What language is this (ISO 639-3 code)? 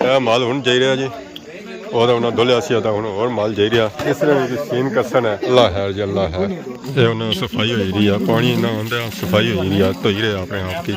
phr